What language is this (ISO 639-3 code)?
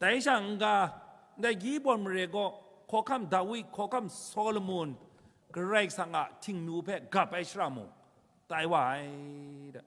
kac